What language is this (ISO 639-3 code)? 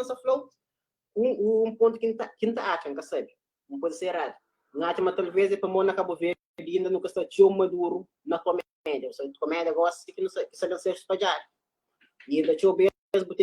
kea